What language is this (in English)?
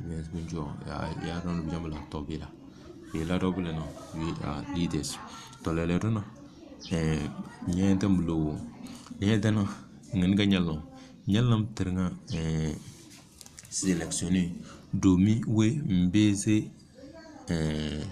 Tem